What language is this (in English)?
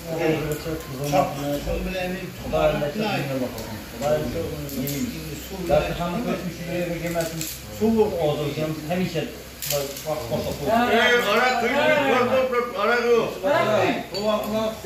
Uzbek